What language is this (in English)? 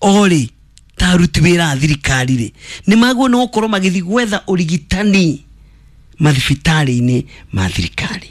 Kikuyu